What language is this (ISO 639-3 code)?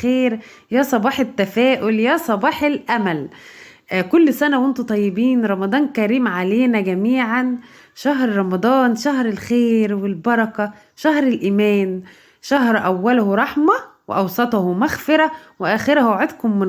arz